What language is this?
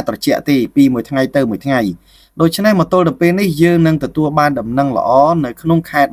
Khmer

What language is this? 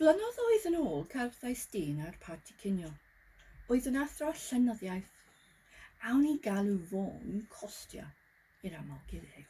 Welsh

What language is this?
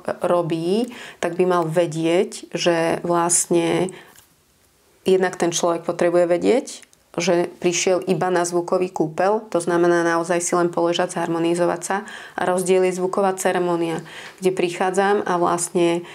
Slovak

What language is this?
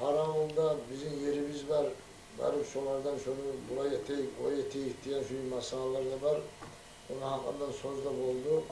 Kumyk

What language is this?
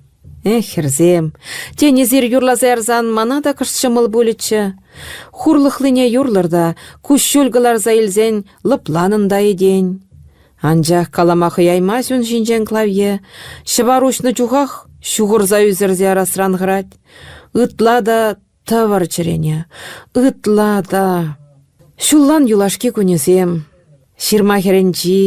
Chuvash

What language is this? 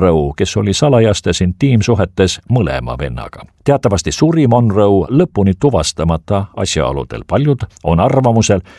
Estonian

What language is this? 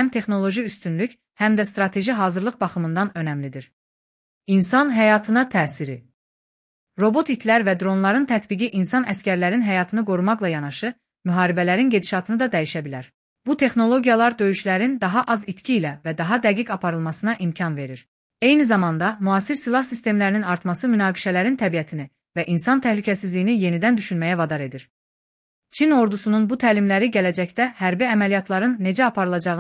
Azerbaijani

